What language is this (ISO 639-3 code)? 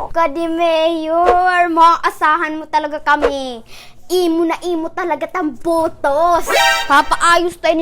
war